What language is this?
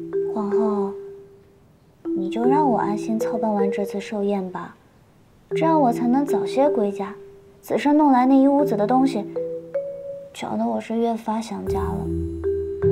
Chinese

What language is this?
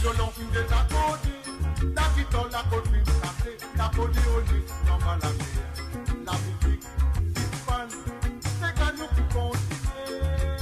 Morisyen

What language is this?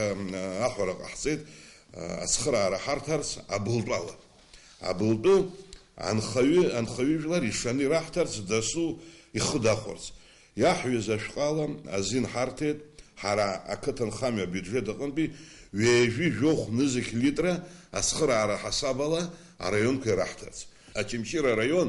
Abkhazian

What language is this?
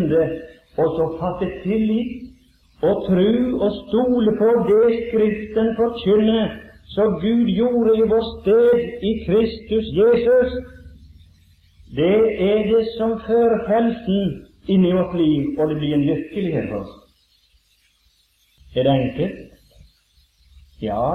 Norwegian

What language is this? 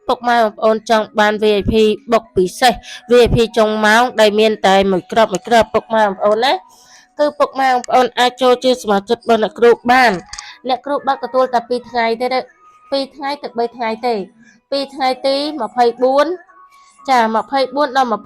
Khmer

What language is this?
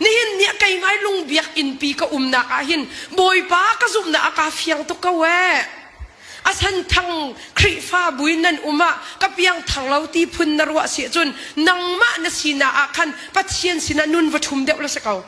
Hakha Chin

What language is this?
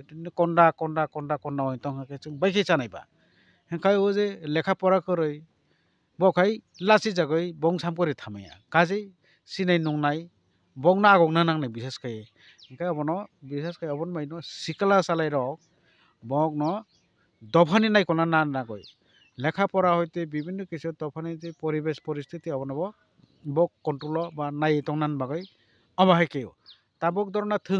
Kok Borok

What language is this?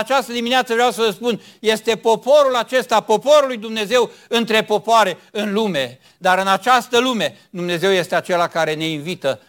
Romanian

